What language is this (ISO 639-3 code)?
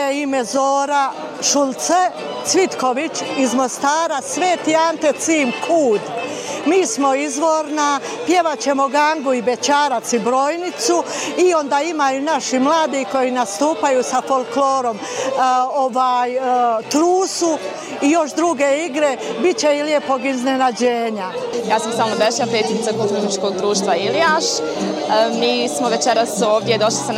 bos